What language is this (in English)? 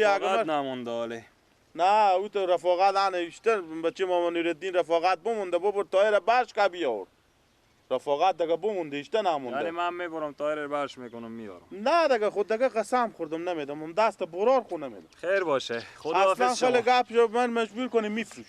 Persian